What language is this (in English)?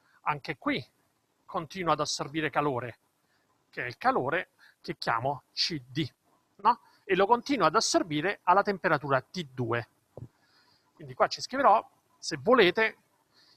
Italian